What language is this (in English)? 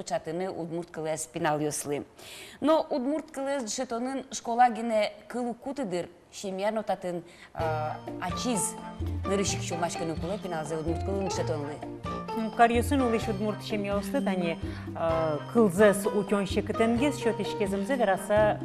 Udmurt